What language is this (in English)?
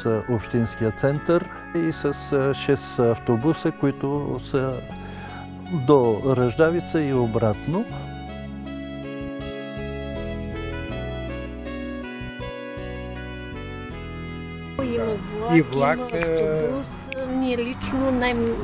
Bulgarian